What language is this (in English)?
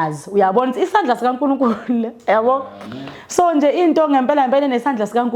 Zulu